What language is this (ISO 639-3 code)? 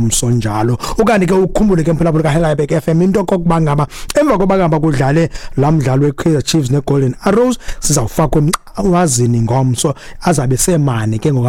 xho